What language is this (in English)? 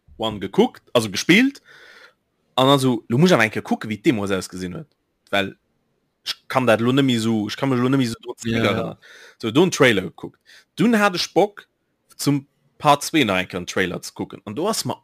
Luxembourgish